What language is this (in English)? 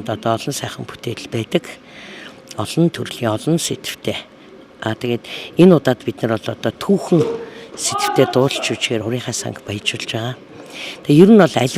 Mongolian